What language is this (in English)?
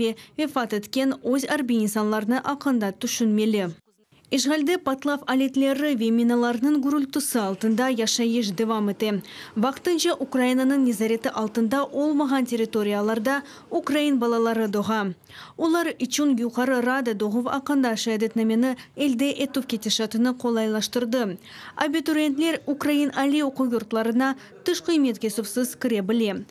Crimean Tatar